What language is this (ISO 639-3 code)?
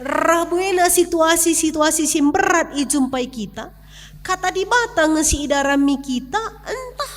btx